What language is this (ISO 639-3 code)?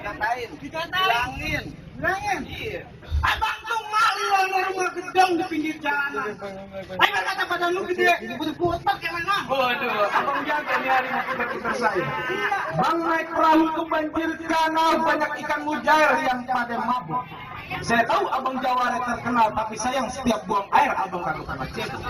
bew